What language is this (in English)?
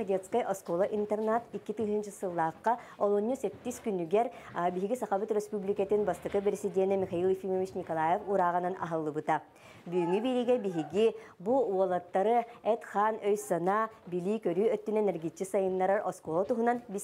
Yakut